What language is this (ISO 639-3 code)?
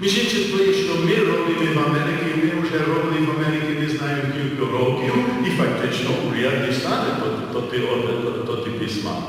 rue